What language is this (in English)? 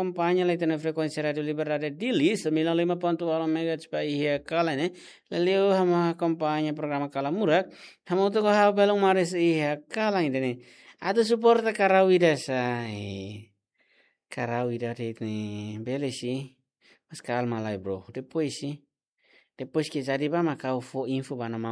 Tetum